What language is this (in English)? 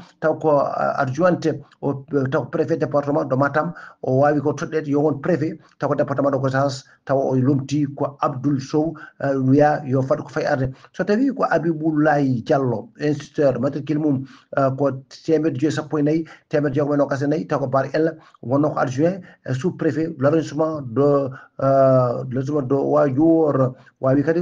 Fula